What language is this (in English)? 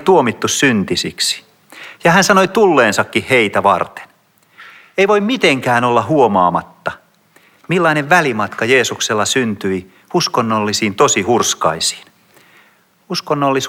Finnish